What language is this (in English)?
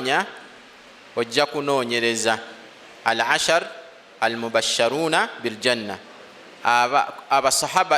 Ganda